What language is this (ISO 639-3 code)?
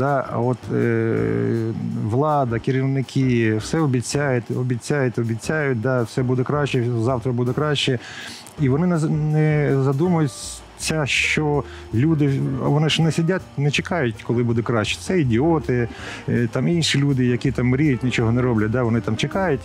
ukr